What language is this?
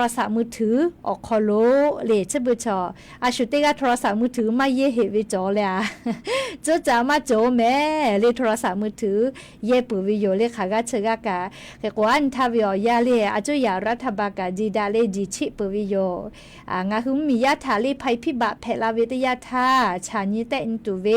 Lahu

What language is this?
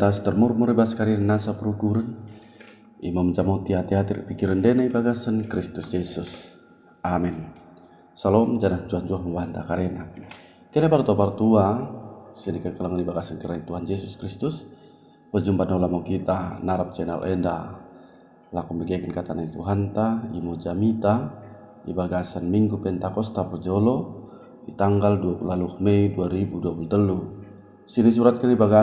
Batak Dairi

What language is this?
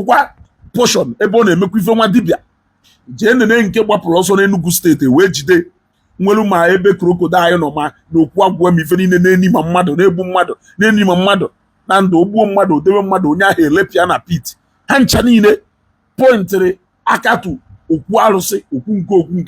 Igbo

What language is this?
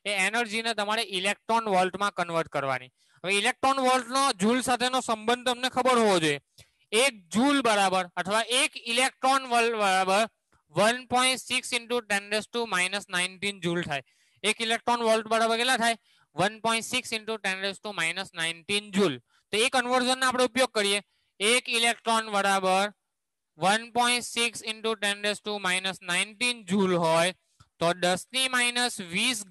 Gujarati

